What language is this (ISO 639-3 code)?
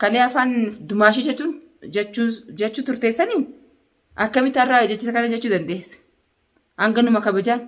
orm